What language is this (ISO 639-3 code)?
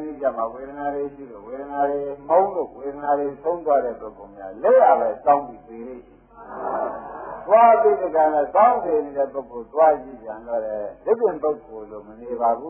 mya